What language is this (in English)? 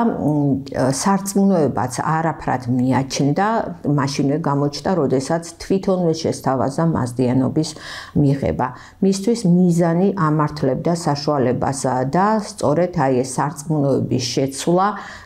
Georgian